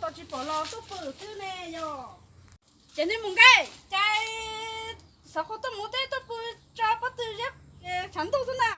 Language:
Hmong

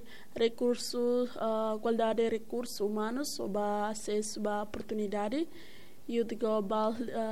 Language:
Tetum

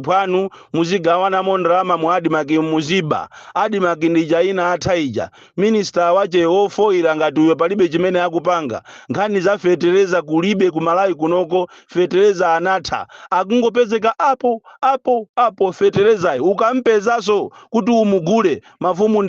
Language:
Nyanja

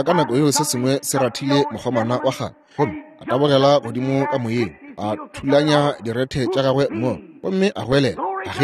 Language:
Northern Sotho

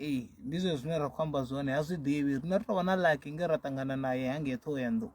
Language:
Venda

